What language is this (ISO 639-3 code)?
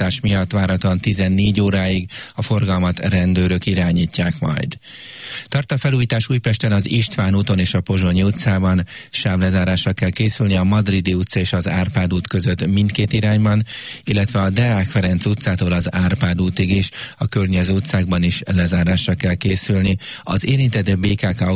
hun